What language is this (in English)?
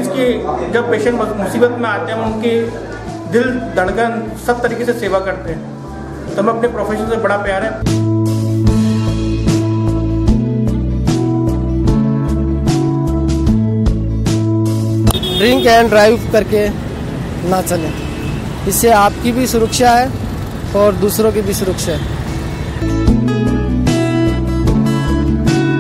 Hindi